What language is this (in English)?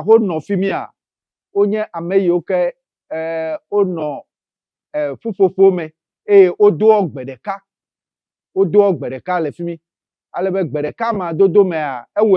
Ewe